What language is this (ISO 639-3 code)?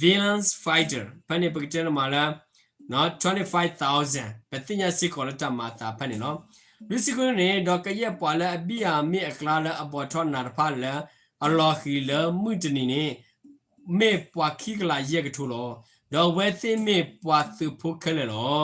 ksw